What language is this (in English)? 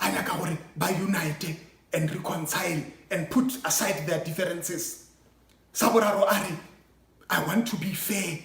Northern Sotho